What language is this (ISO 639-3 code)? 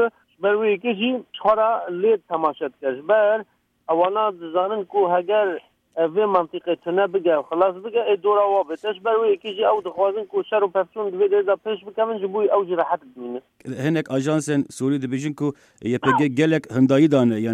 kur